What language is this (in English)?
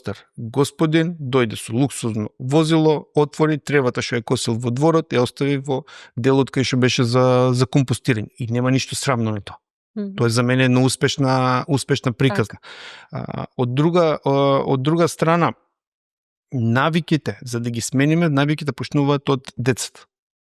Macedonian